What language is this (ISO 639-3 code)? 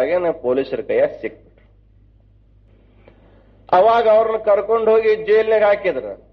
kan